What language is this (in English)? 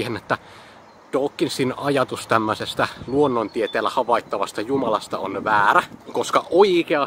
Finnish